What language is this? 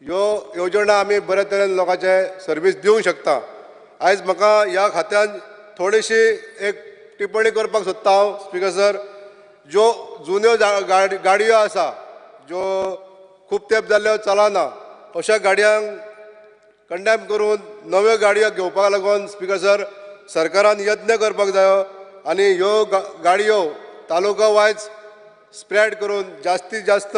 Konkani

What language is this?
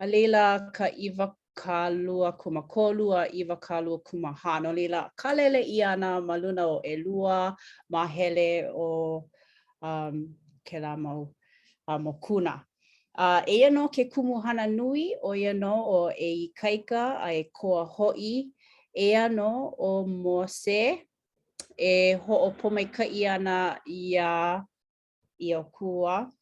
Hawaiian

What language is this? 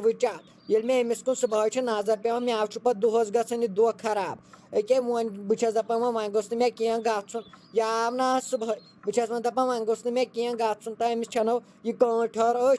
Kashmiri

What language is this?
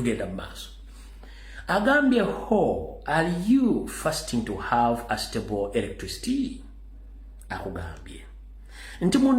Ganda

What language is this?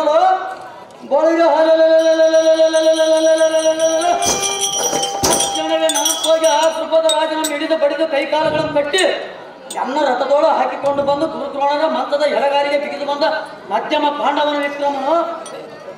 Kannada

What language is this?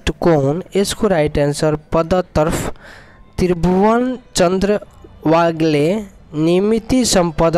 Nepali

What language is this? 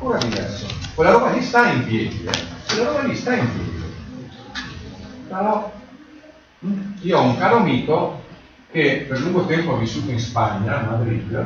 Italian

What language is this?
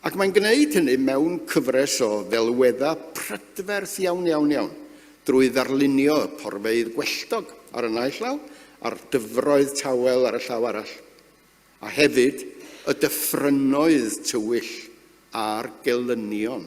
Welsh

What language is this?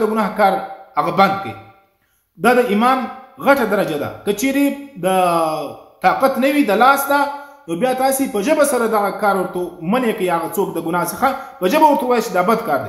Pashto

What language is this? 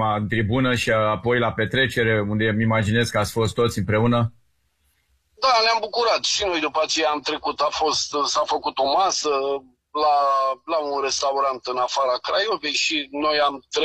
Romanian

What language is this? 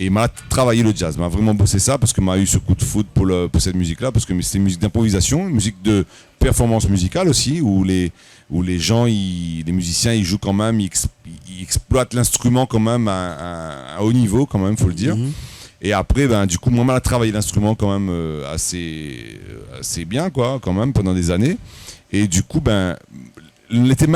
Réunion Creole French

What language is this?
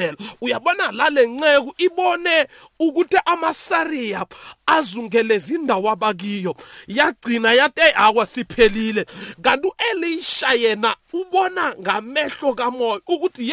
South Ndebele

